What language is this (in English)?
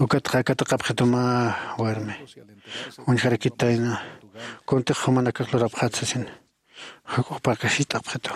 Aymara